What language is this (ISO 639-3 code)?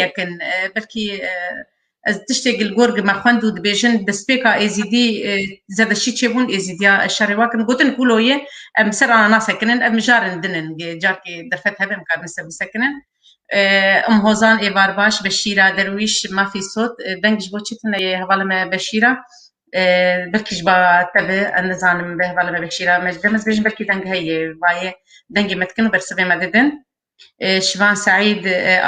kur